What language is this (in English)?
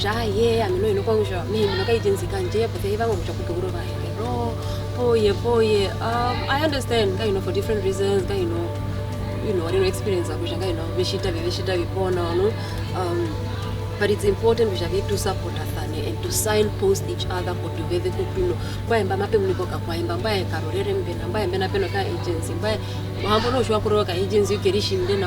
Herero